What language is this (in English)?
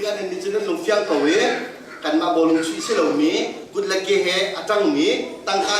Hakha Chin